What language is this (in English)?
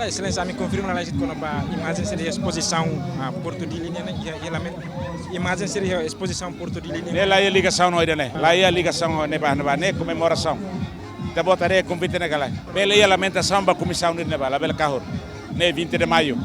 Tetum